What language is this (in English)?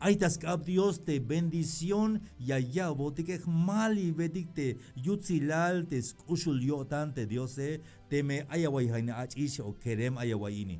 Tzeltal